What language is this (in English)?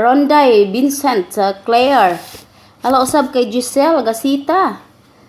Cebuano